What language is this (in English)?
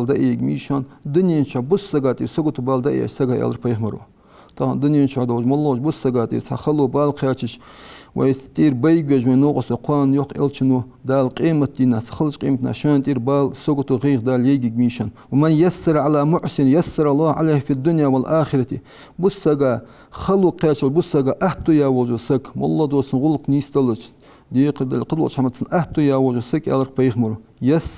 Ingush